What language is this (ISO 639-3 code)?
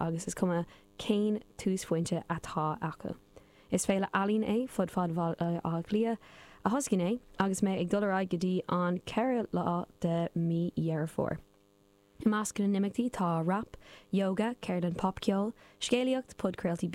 gle